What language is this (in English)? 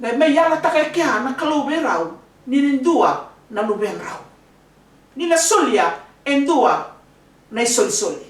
Fijian